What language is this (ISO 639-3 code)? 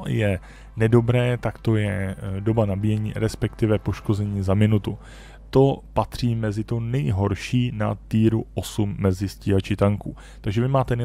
ces